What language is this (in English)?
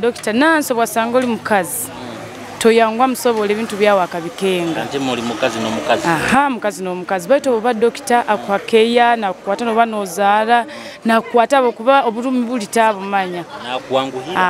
Nyoro